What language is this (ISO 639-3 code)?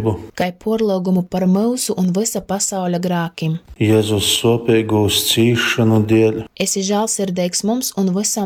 ltg